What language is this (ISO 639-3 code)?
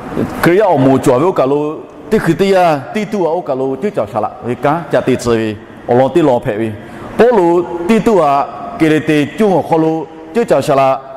lhu